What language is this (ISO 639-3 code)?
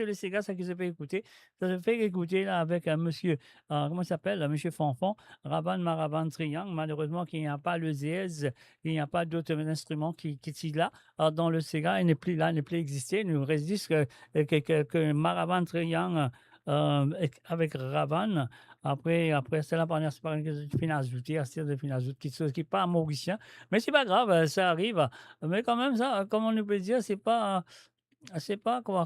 mfe